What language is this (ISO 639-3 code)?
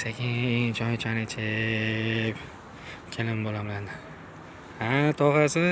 uzb